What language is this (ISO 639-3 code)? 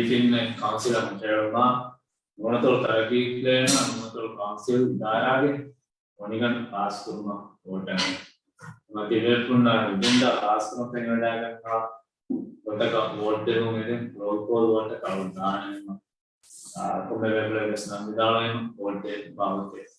div